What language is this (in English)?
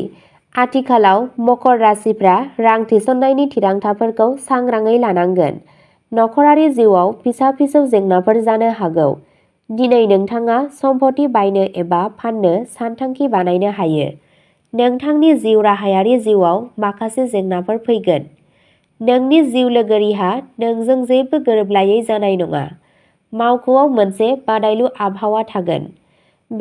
Bodo